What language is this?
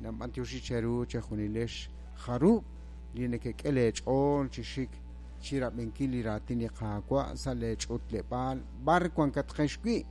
Kekchí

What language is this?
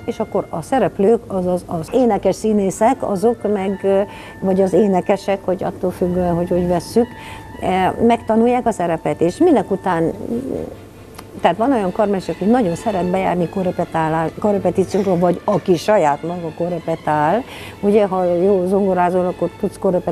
Hungarian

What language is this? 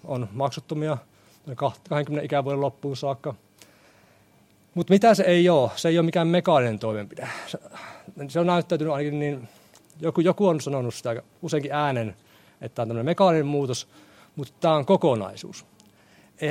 Finnish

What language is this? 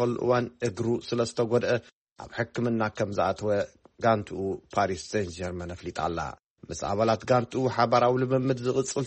Tigrinya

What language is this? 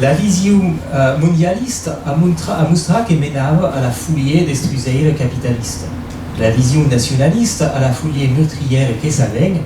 Occitan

